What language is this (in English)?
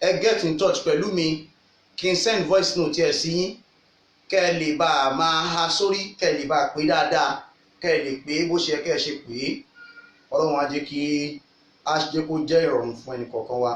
Yoruba